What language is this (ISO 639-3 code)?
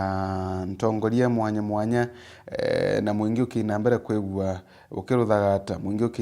mer